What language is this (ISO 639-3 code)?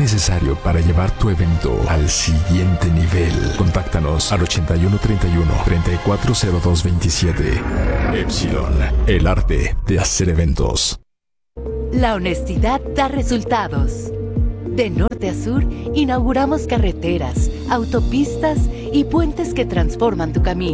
spa